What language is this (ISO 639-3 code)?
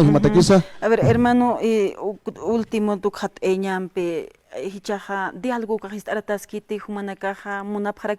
aym